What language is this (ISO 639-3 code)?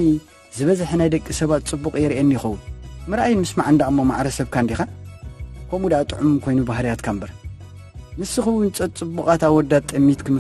tir